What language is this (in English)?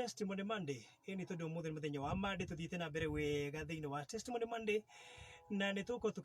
Kikuyu